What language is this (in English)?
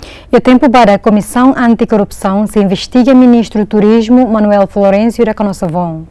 Tetum